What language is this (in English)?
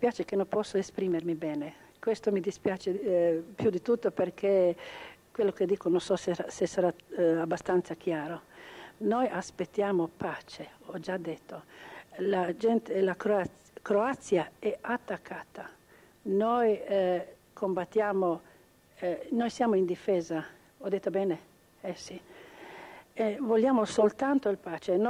Italian